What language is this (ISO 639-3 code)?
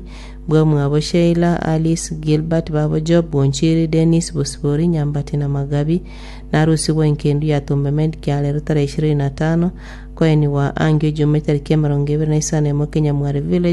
guz